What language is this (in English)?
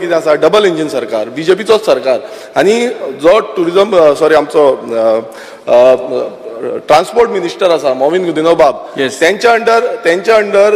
Konkani